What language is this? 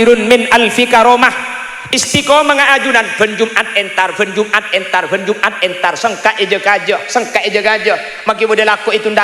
Madurese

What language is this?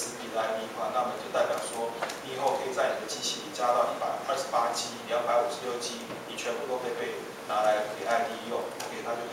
Chinese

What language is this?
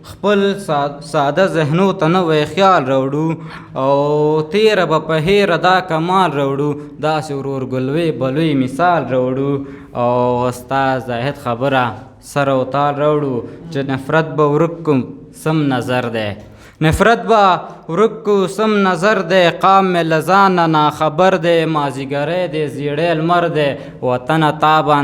Pashto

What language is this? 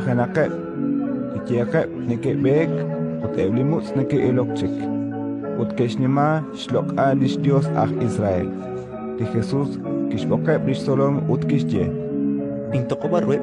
Kekchí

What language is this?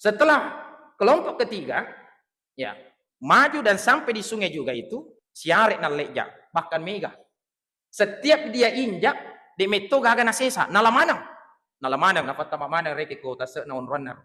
Buginese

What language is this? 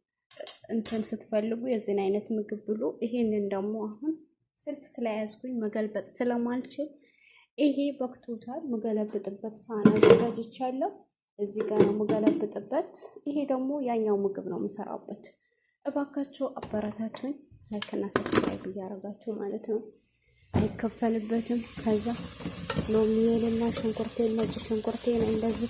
Amharic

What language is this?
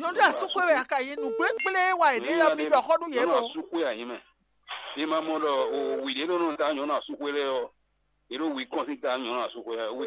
Fon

